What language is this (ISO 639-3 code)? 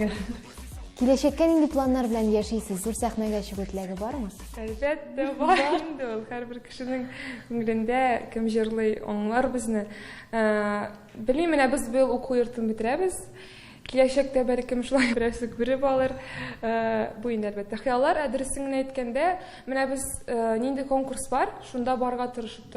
tat